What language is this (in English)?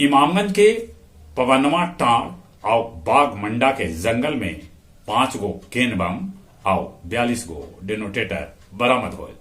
Magahi